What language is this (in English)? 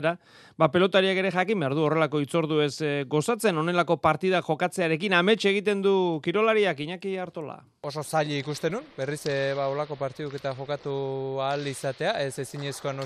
Basque